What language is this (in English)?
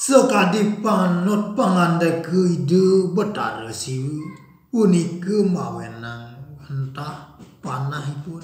Balinese